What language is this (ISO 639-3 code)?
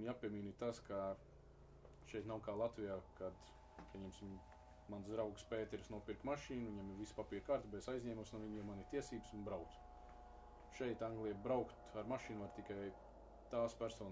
lav